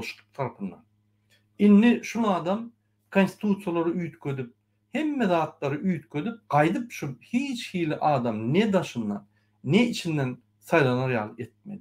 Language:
Turkmen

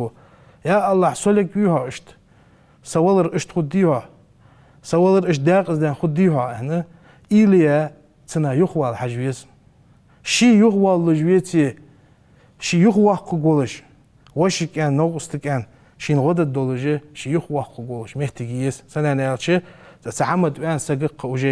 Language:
Ingush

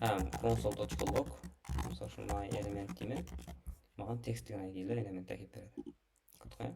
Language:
Kara-Kalpak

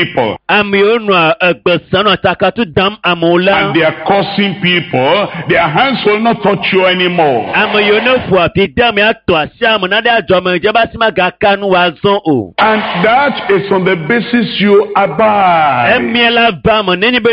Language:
Ewe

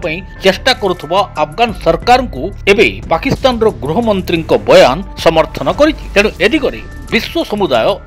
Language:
Odia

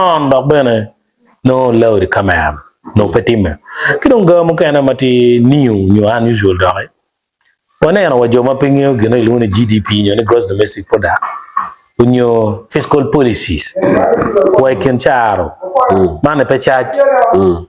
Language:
Acoli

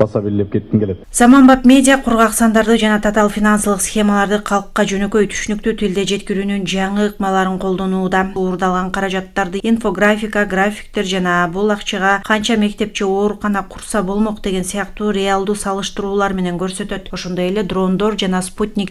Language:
Kyrgyz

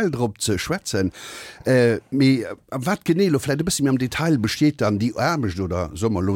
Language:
Luxembourgish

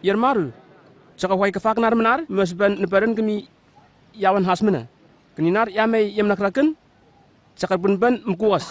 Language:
Southwest Tanna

